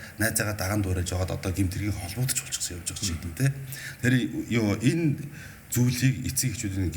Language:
Mongolian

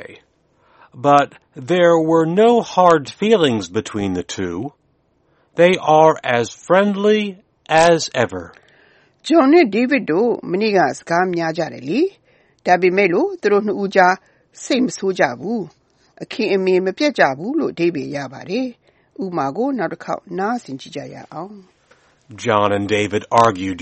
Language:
Burmese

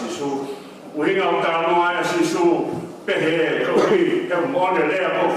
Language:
Tongan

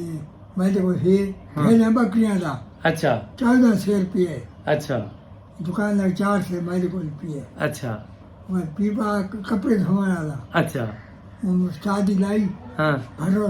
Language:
Saraiki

